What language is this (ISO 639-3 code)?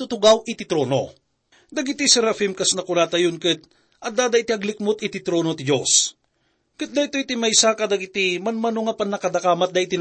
ilo